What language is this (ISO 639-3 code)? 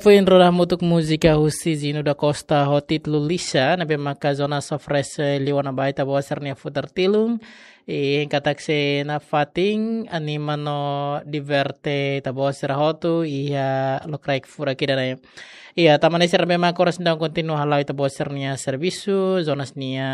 tet